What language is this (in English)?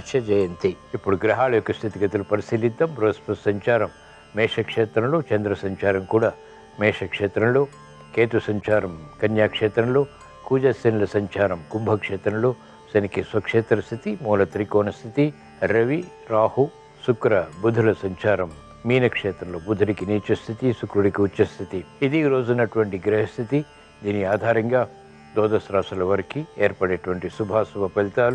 Telugu